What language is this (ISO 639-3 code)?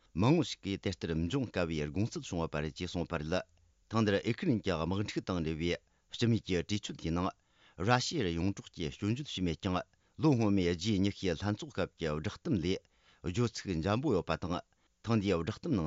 bod